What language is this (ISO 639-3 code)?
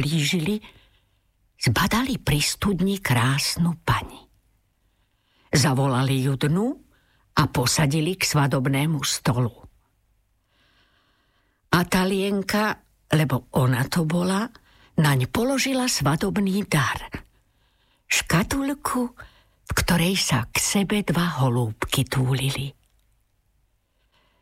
slk